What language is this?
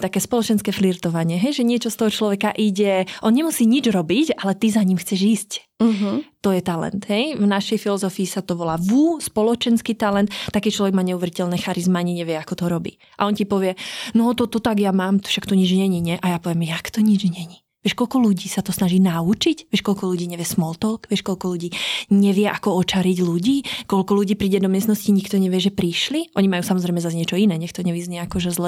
Slovak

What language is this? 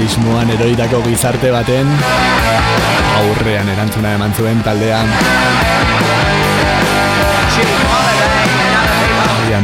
Basque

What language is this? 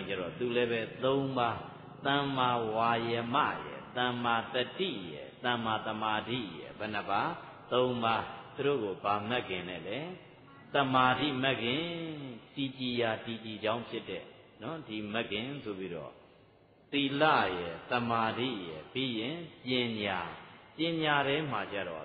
Burmese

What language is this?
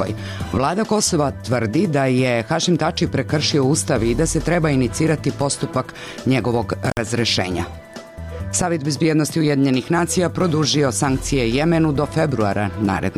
Serbian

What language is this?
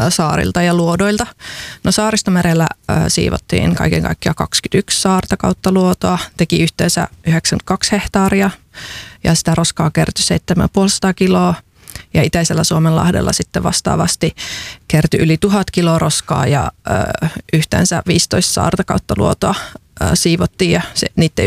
Finnish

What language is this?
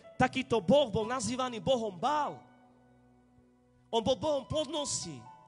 Slovak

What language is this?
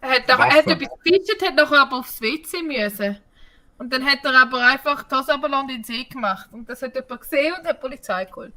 Swiss German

